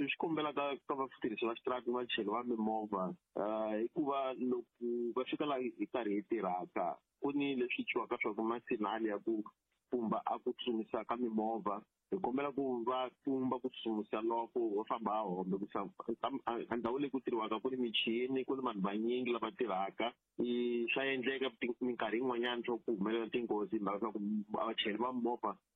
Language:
Tsonga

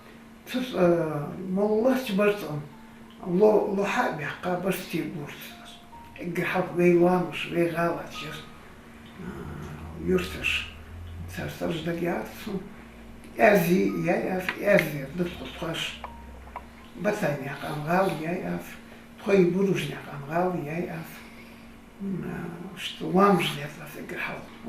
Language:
Ingush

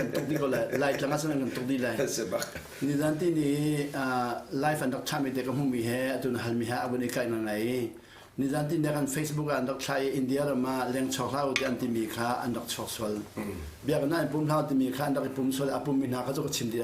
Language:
Hakha Chin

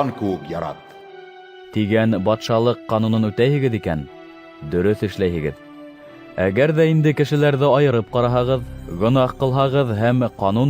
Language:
Bashkir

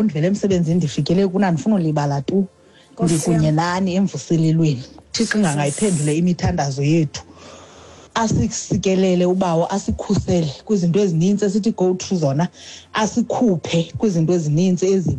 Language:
Xhosa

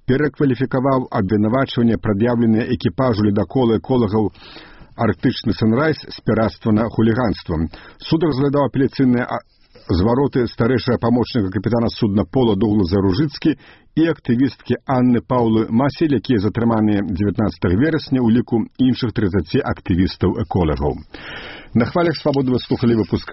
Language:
Belarusian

